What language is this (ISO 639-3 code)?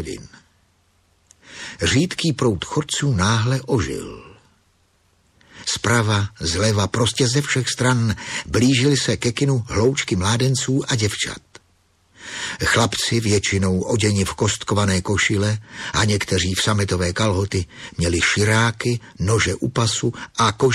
ces